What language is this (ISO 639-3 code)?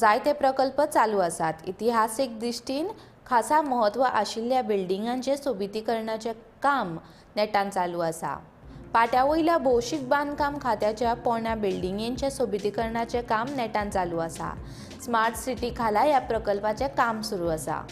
kok